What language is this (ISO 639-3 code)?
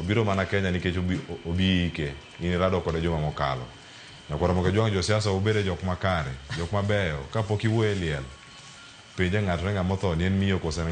luo